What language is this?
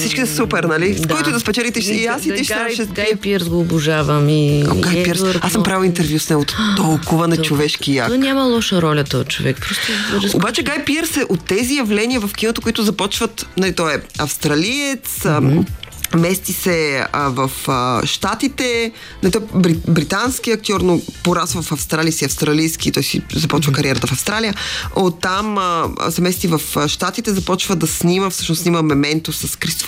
Bulgarian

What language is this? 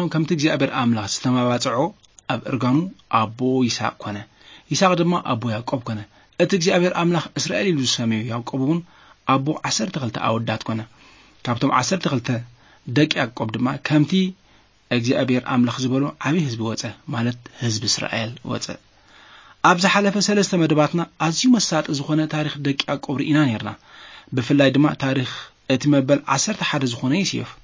Tigrinya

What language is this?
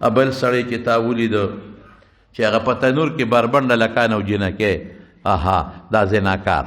Pashto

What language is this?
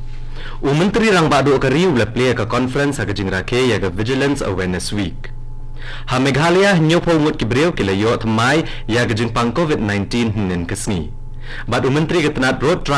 Khasi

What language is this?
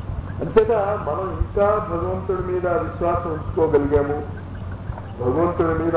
Telugu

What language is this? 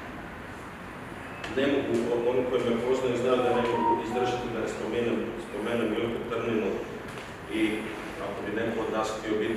Croatian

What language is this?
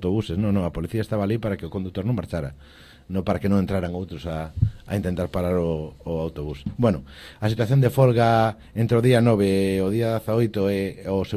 Galician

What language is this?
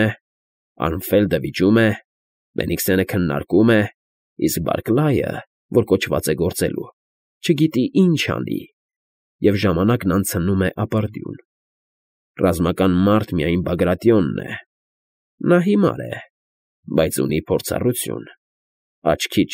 Armenian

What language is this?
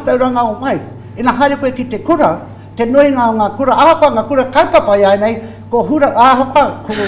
Māori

